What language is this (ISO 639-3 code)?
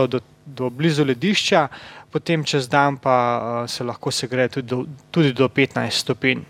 slv